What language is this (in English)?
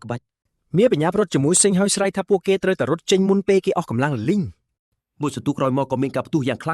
Khmer